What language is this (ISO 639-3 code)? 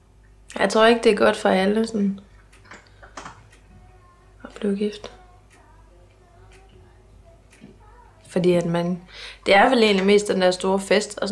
dan